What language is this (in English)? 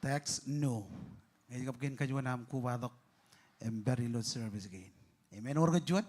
Marshallese